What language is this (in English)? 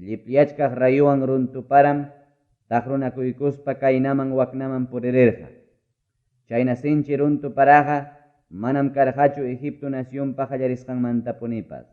Ayacucho Quechua